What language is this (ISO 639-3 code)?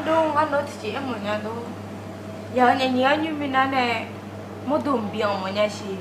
ahk